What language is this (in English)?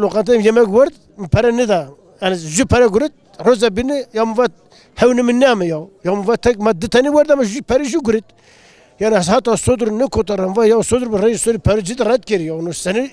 Zaza